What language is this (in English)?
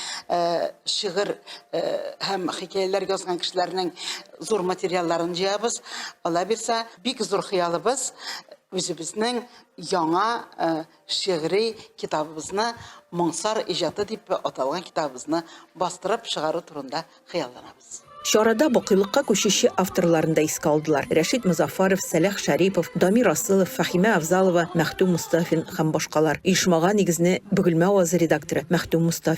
Tatar